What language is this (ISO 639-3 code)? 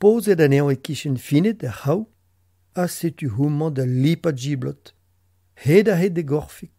bre